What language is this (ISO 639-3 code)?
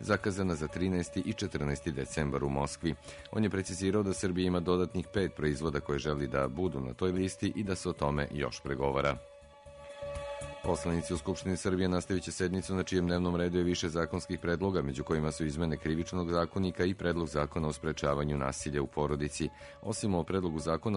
srp